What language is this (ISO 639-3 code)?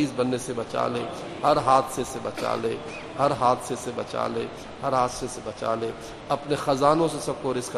urd